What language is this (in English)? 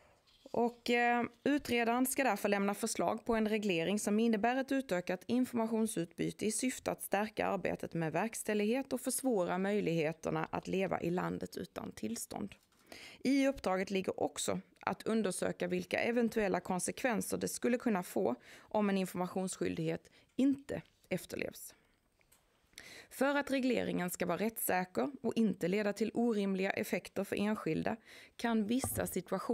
Swedish